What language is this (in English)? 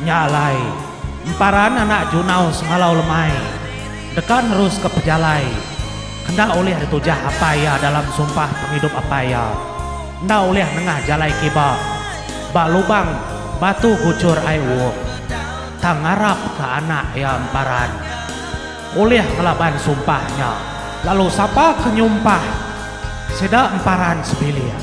Iban